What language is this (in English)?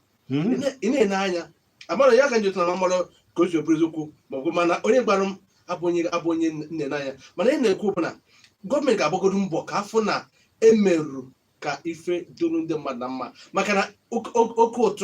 Igbo